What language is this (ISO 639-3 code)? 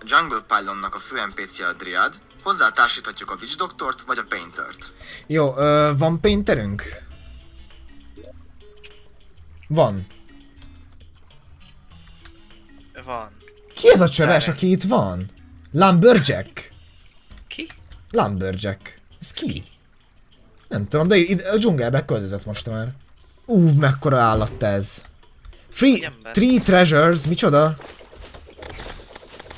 hun